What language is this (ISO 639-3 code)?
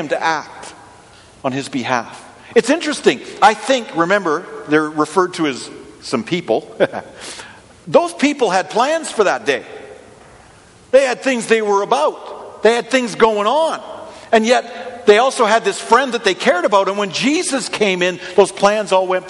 eng